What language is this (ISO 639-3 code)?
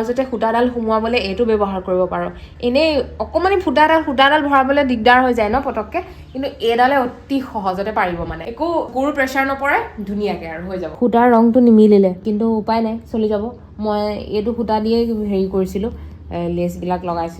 asm